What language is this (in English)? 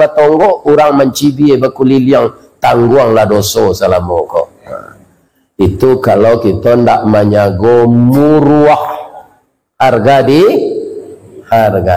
Minangkabau